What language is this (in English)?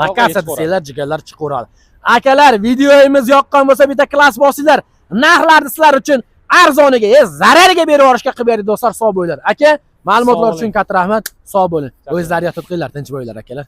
Uzbek